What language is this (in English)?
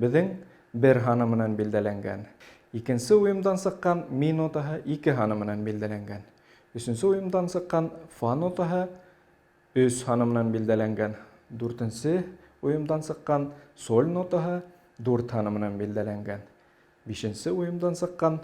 Bashkir